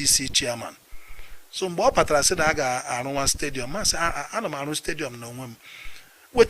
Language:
Igbo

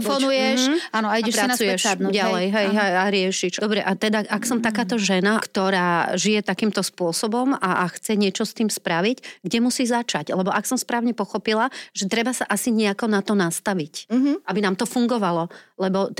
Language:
Slovak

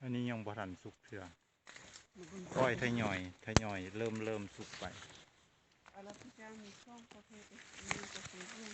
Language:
Lao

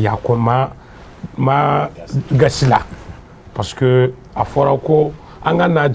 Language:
Bambara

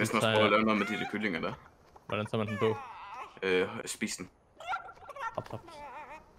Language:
Danish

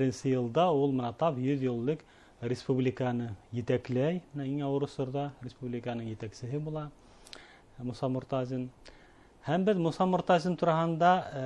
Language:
Bashkir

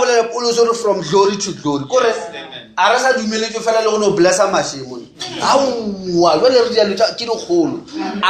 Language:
Northern Sotho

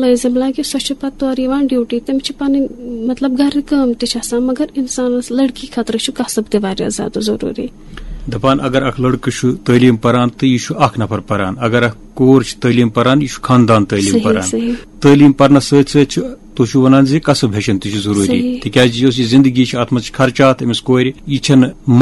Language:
Kashmiri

